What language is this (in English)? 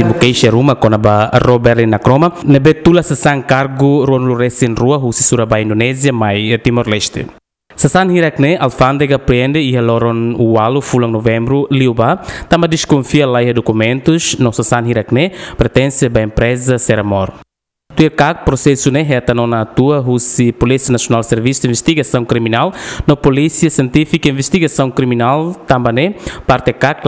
Tetum